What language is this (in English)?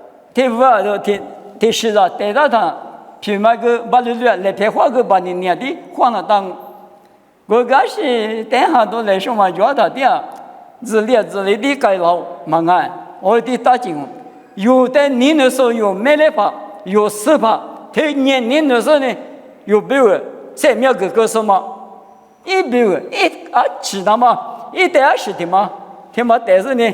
Lisu